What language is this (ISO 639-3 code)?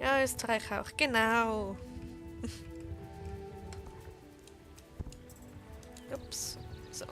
gsw